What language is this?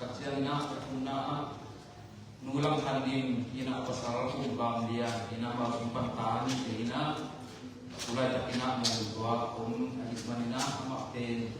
Tedim Chin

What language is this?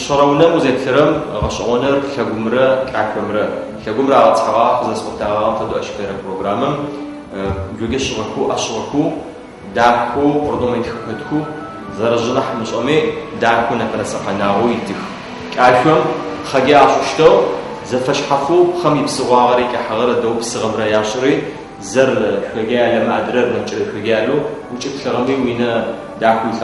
Adyghe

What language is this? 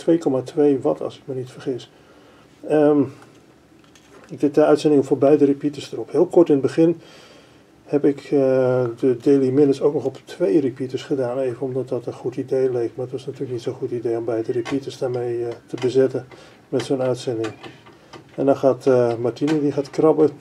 Dutch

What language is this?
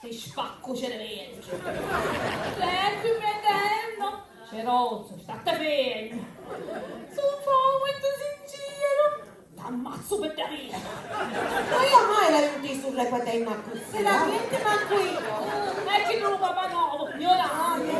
Sicilian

